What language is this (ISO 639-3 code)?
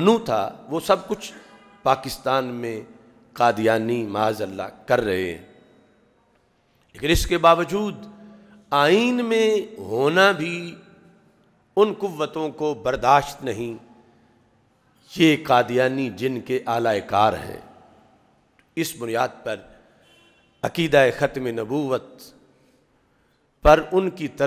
urd